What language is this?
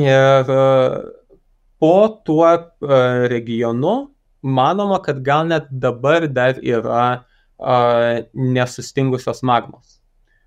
Lithuanian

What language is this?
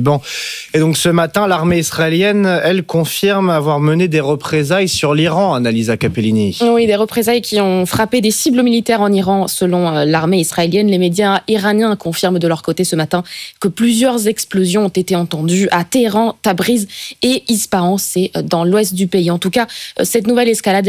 French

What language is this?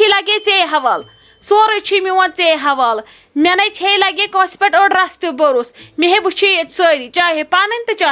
Kashmiri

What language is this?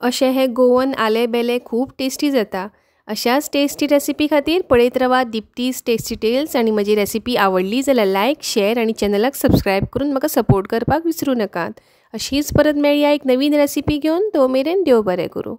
Konkani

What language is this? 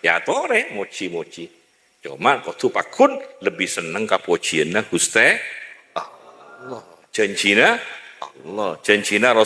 Madurese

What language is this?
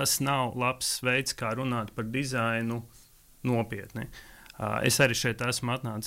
Latvian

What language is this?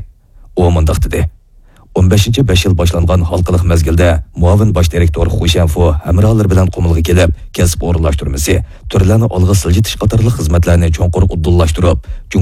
Uyghur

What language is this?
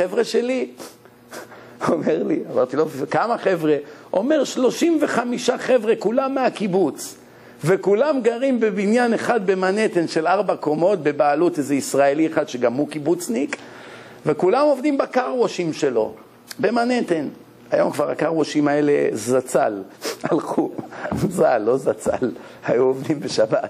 Hebrew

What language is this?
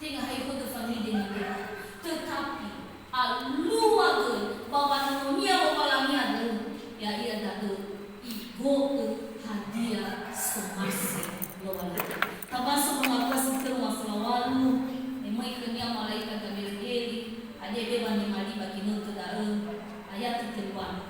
Nias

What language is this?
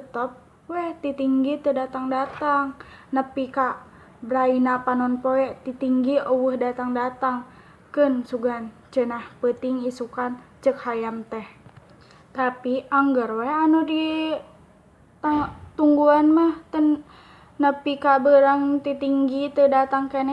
Sundanese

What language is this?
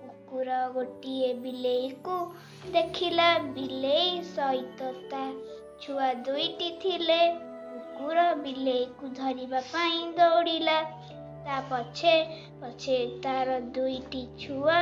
Odia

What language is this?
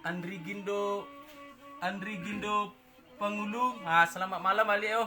Minangkabau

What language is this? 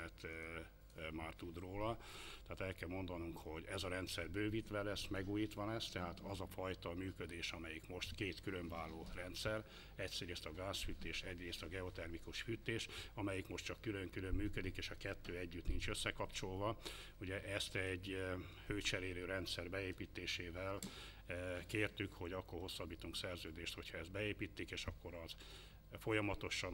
Hungarian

